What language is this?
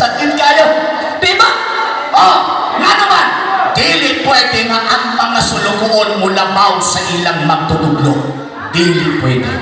Cebuano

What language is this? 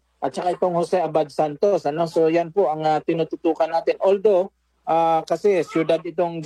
Filipino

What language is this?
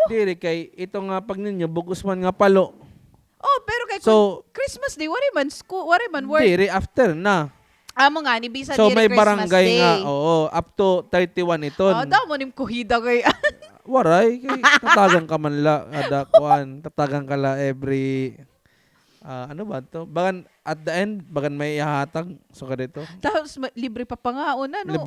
Waray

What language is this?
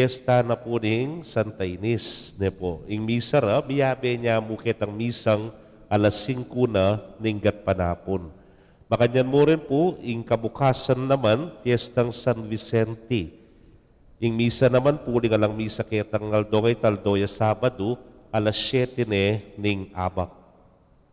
Pampanga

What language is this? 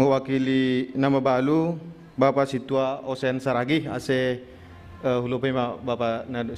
Batak Simalungun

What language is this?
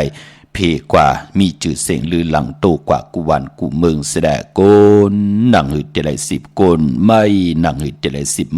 Shan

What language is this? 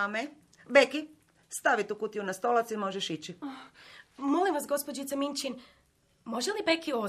Croatian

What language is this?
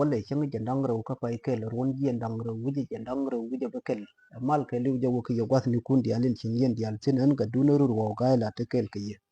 Nuer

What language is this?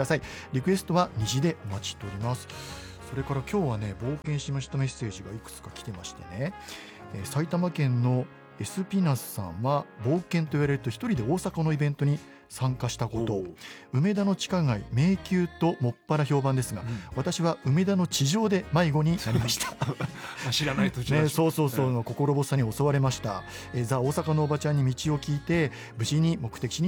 Japanese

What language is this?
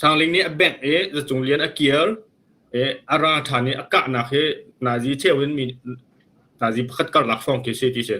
Hakha Chin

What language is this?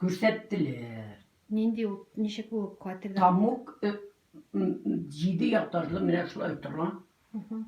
Tatar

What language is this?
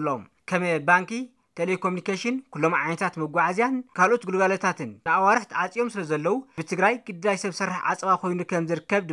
Tigrinya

